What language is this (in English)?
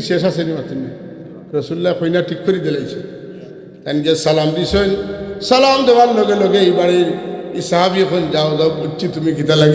Sylheti